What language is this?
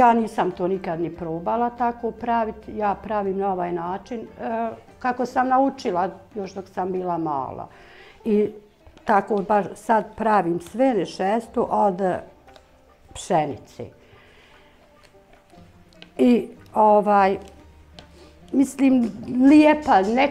Bosnian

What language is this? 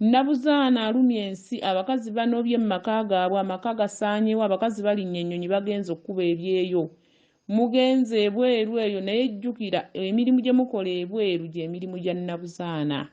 Ganda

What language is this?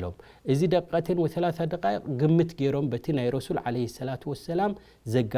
Tigrinya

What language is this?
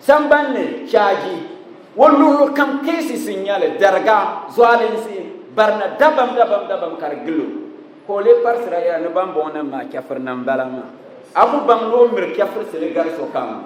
Dagbani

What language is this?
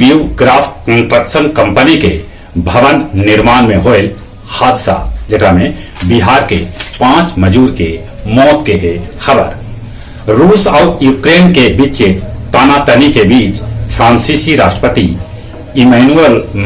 Magahi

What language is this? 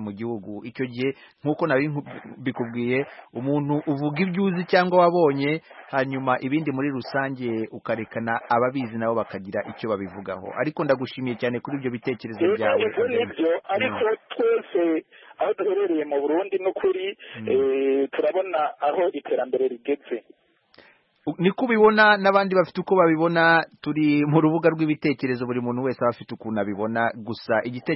Kinyarwanda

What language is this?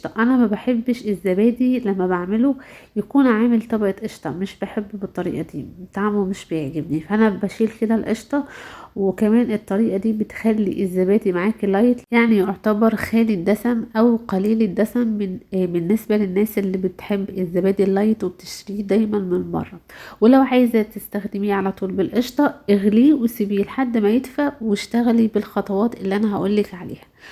Egyptian Arabic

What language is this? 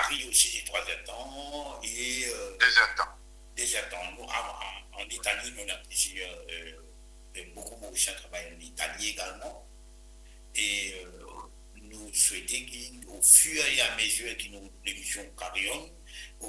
Morisyen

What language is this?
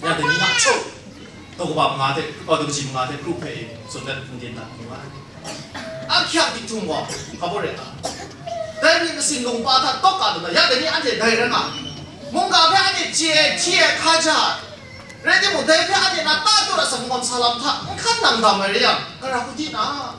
Kachin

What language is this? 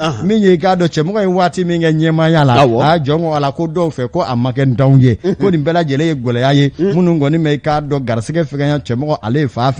Bambara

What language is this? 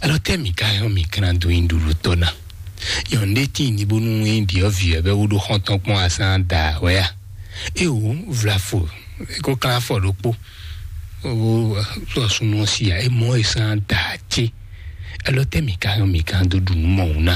Fon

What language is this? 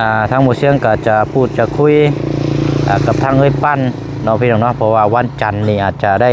Lao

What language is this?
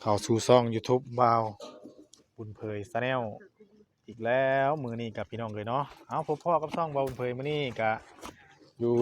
Northeastern Thai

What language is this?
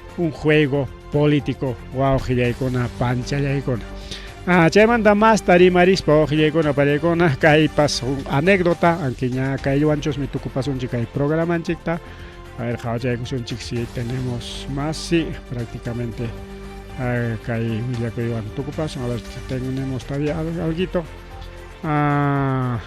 Ayacucho Quechua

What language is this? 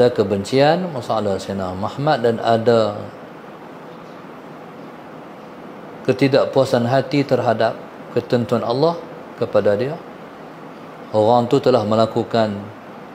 Malay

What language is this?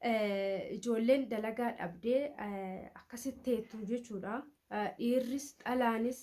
Oromo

